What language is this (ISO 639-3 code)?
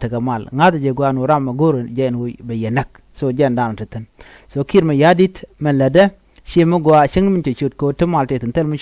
nus